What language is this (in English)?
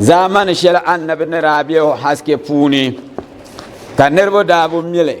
Dagbani